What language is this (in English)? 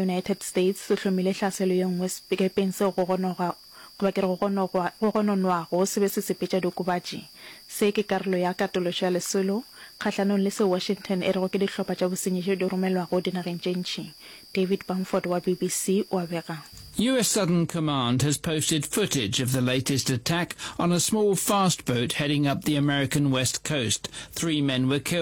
Northern Sotho